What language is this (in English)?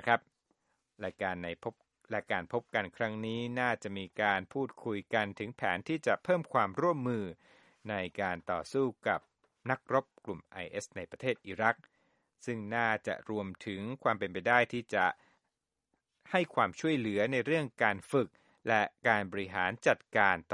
Thai